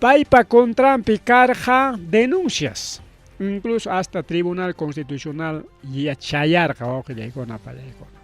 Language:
Ayacucho Quechua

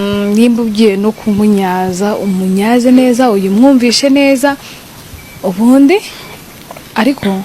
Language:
Kinyarwanda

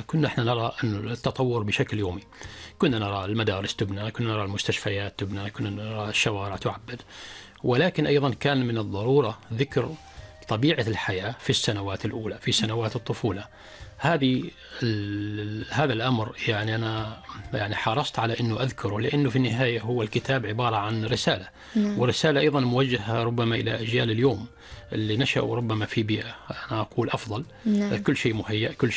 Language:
Arabic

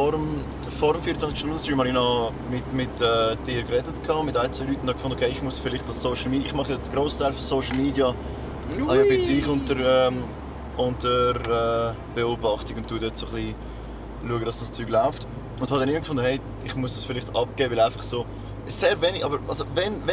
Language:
Swiss German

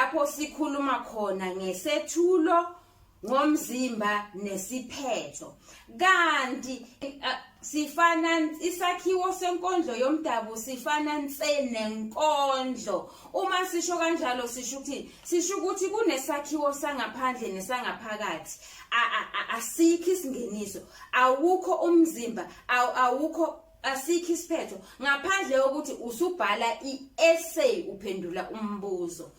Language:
Zulu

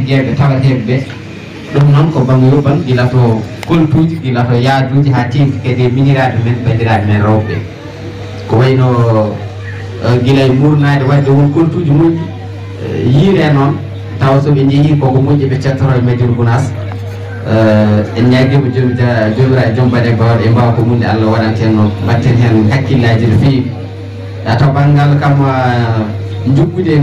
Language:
Fula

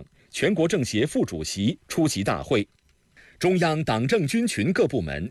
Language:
Chinese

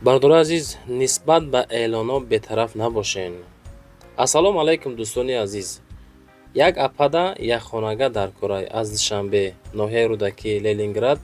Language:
Tajik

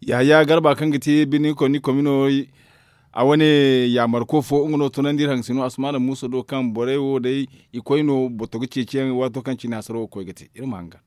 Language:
Zarma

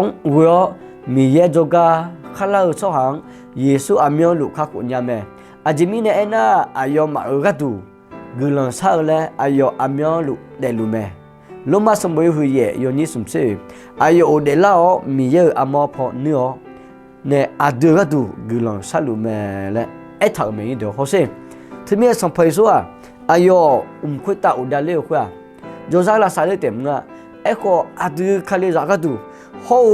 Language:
Akha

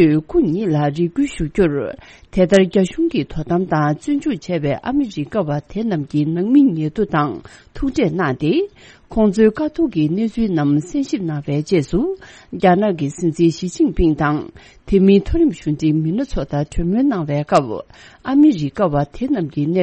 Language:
Tibetan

